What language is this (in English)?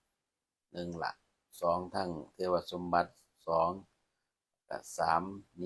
Lao